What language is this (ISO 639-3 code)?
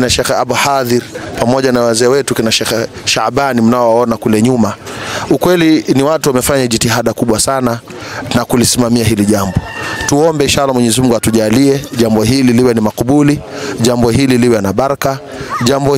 swa